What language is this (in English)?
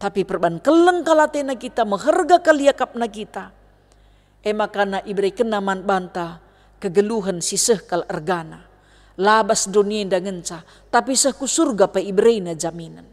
Batak Karo